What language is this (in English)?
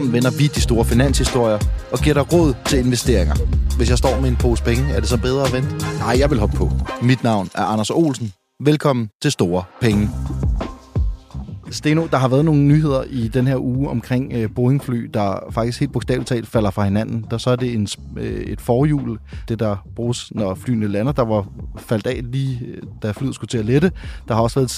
Danish